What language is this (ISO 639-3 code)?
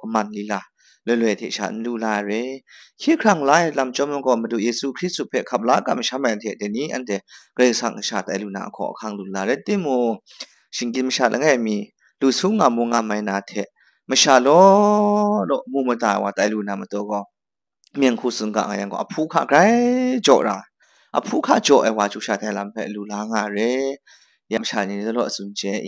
kac